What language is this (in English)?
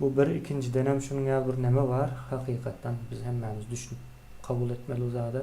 Turkmen